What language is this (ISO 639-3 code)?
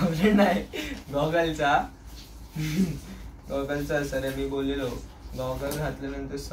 mar